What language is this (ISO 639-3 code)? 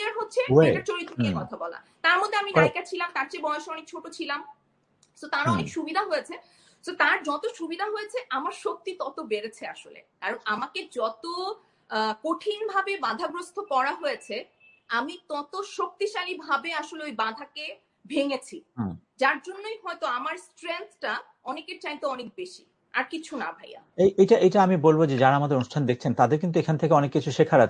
ben